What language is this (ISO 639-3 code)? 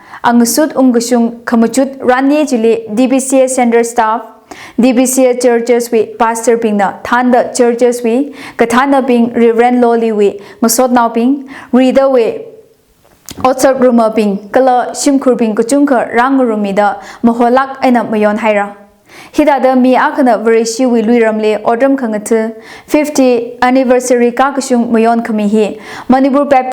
nmf